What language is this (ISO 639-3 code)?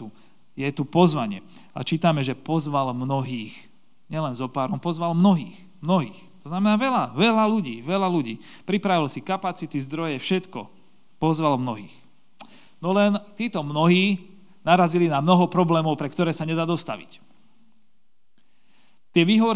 slk